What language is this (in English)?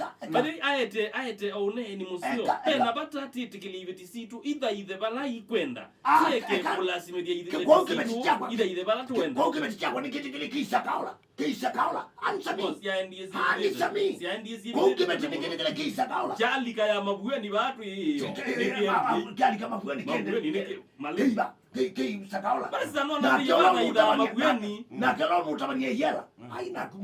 Kamba